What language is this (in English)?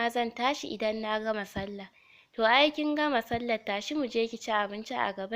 Hausa